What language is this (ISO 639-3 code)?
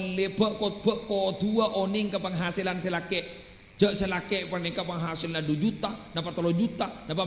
mad